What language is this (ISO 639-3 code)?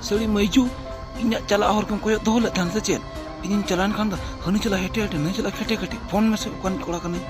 sat